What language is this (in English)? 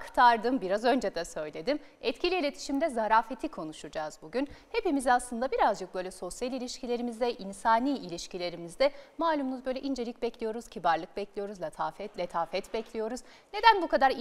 Turkish